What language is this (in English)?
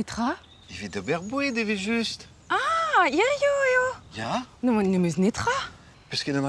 Breton